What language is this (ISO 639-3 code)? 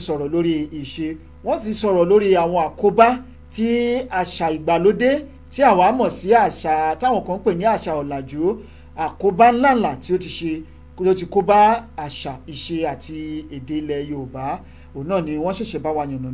yor